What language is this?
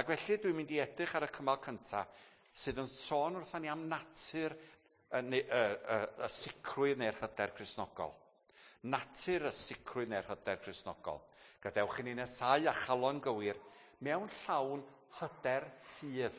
Welsh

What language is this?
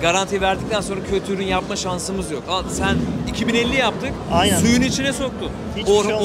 Turkish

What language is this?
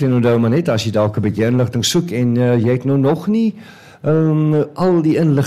Afrikaans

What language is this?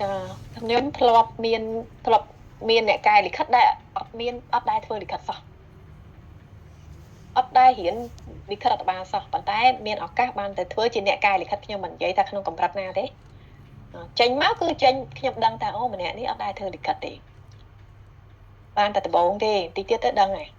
Khmer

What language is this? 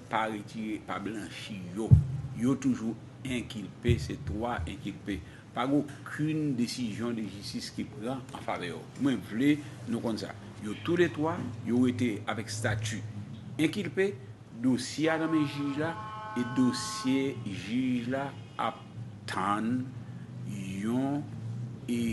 Haitian Creole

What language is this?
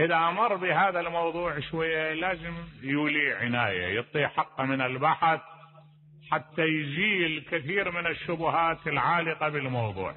Mesopotamian Arabic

